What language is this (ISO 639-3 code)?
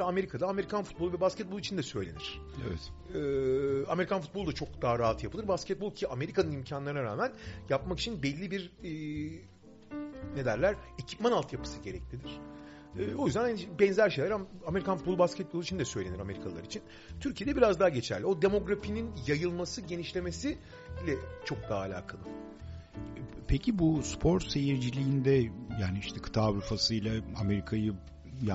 tur